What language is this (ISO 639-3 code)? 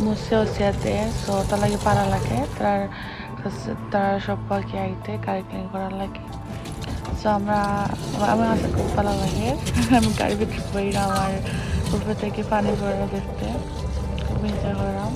syl